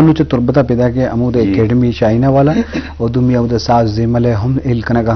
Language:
Eastern Balochi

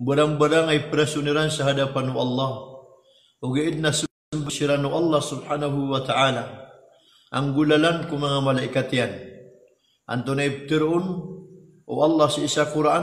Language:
Maranao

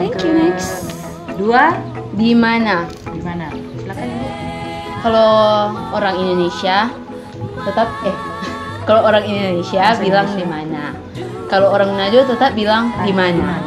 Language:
Manado Malay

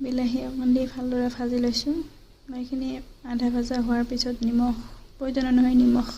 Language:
Assamese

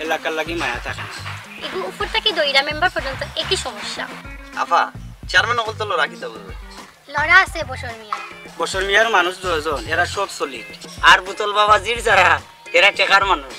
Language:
Sylheti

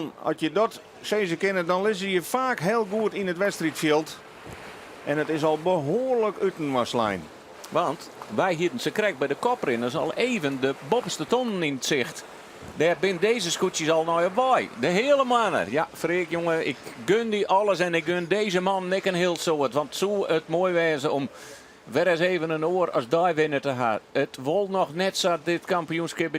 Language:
Western Frisian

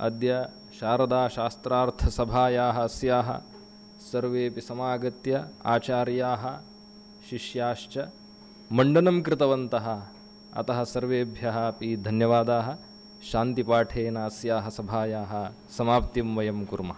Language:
Sanskrit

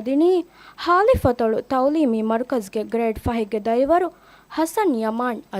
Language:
Divehi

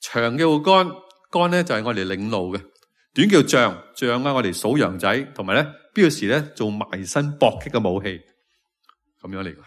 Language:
Cantonese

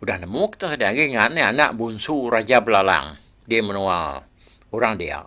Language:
Iban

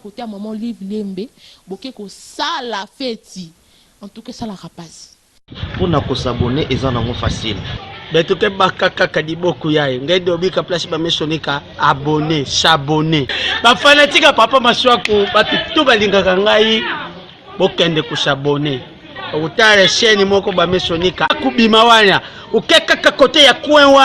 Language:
Lingala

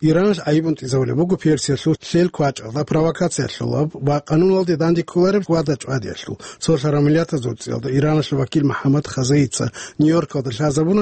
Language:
Avaric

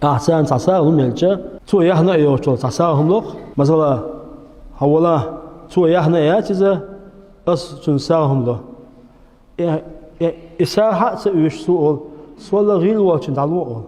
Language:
Chechen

